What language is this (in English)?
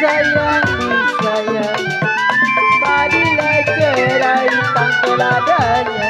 Betawi